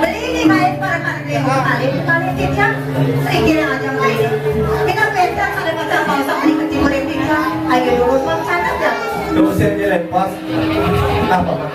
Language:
Balinese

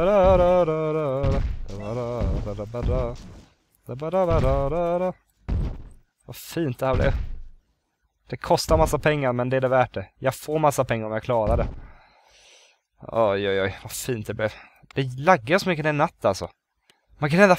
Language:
Swedish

